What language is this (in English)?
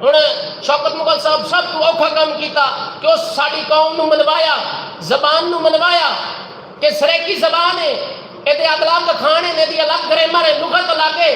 Saraiki